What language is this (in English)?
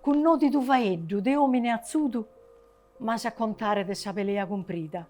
Sardinian